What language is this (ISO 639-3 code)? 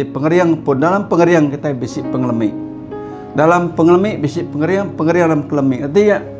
iba